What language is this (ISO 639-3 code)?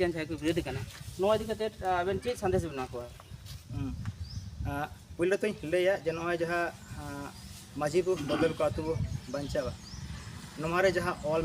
sat